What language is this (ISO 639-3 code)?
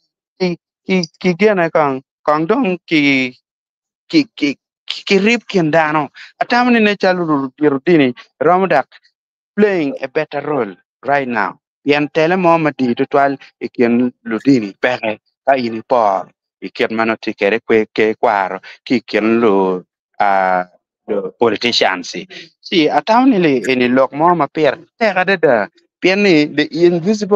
ach